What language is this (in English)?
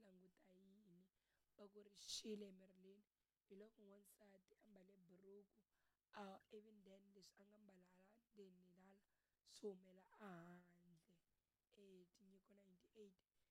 Tsonga